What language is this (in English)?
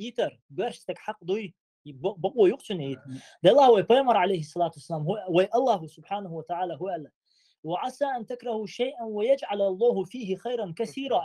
Chechen